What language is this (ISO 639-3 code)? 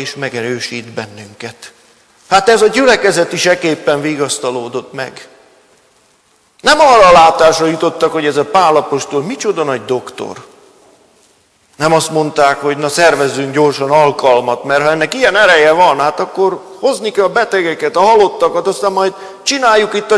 hun